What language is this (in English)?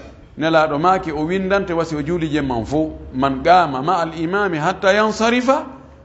Pular